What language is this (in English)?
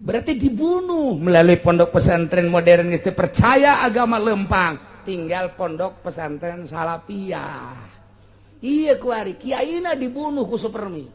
Sundanese